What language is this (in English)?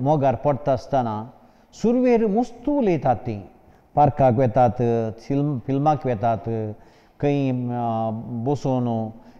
Konkani